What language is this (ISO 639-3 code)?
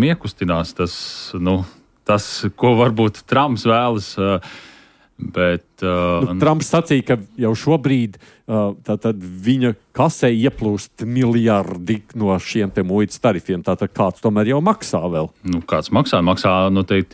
lav